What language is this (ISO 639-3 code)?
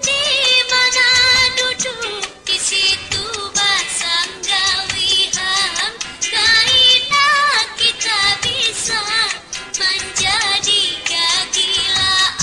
bjn